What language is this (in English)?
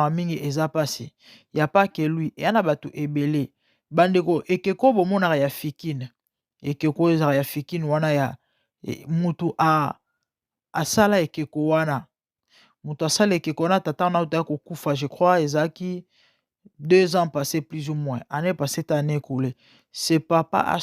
Lingala